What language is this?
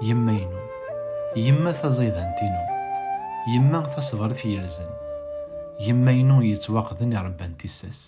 Kabyle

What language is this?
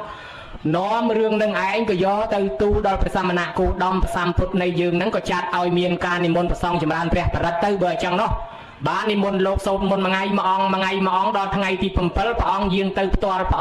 Khmer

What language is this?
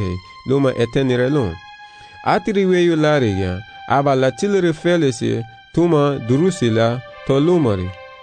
Garifuna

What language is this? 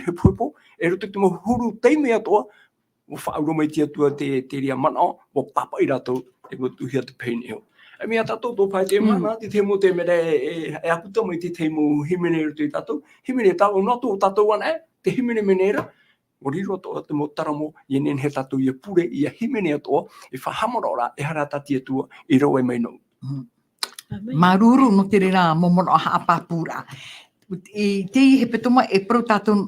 Tahitian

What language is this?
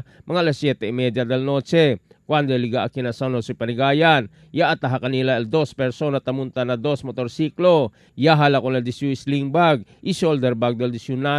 Chavacano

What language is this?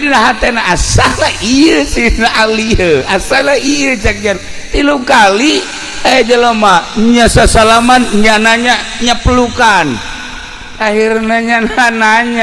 Sundanese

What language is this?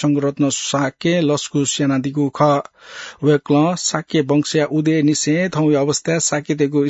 Newari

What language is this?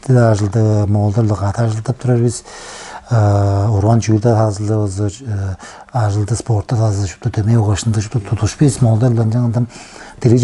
Tuvinian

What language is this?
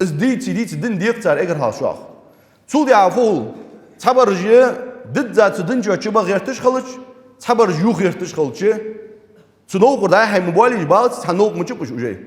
Ingush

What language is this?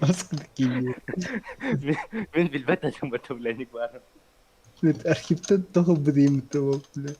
Yakut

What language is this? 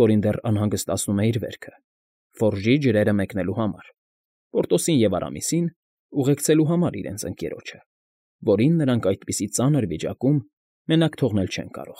Armenian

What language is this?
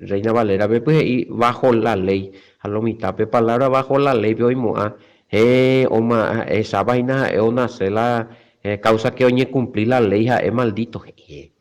Guarani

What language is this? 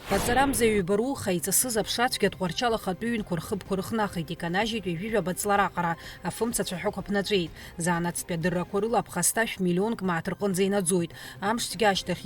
Abkhazian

